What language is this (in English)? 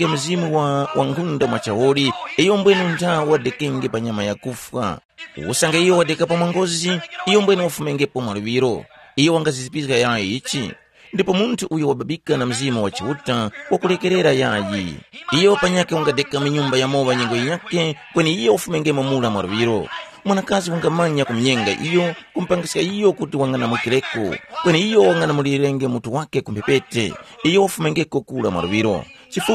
Tumbuka